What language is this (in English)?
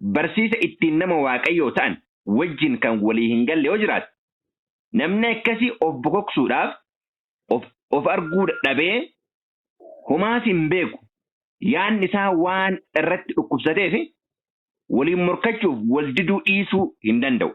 Oromo